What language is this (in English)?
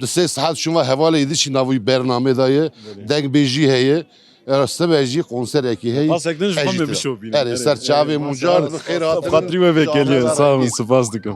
Kurdish